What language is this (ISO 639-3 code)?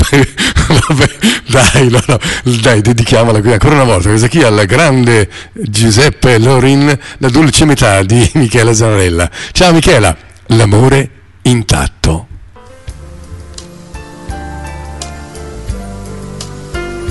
ita